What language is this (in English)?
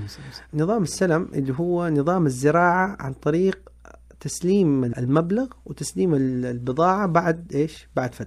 Najdi Arabic